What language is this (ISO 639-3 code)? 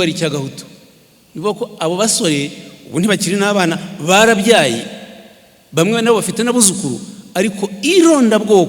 kin